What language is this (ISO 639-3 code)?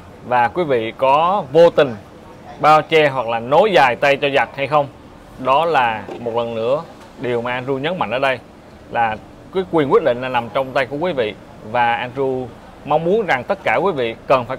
vie